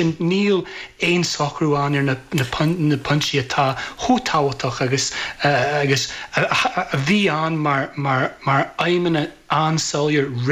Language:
Irish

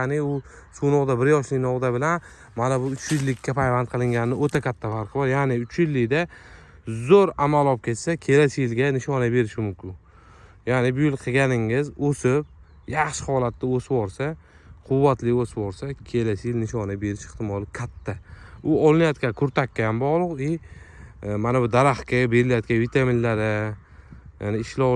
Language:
Uzbek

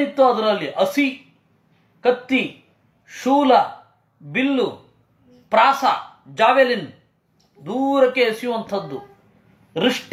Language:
Kannada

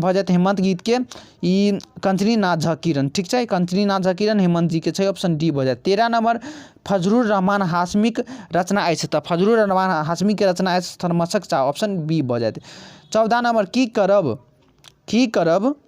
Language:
Maithili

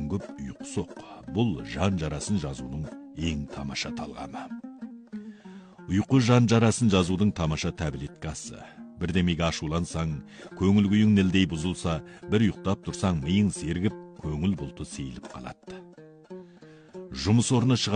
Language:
Kazakh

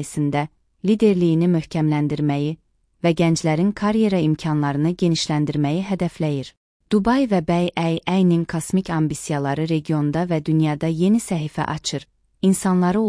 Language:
Azerbaijani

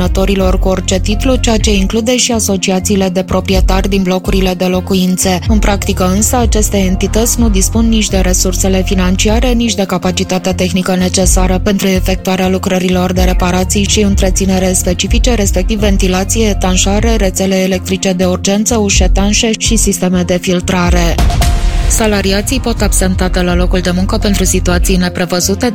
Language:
Romanian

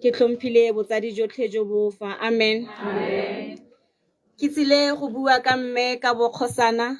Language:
Tswana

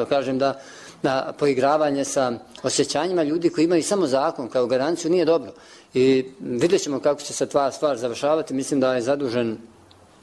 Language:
Bosnian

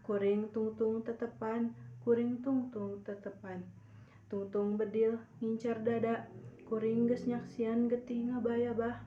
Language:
Sundanese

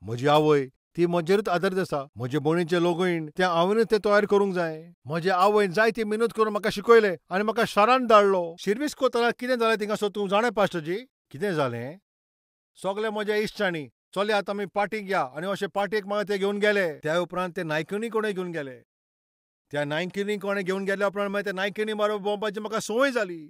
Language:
Konkani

